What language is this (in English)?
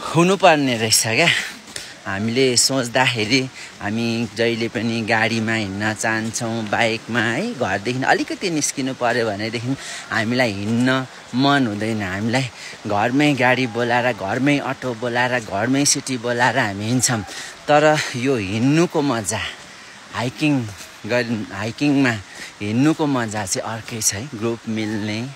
Nepali